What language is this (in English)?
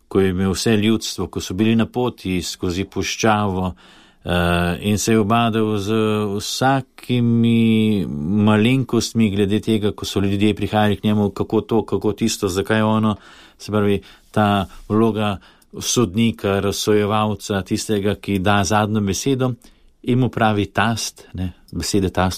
Slovenian